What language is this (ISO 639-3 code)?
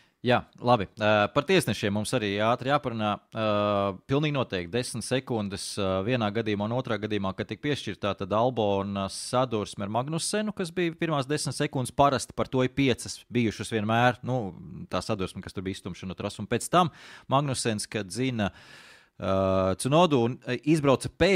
lav